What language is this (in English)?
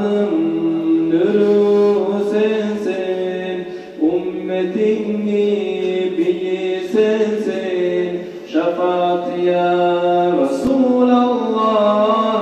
Kumyk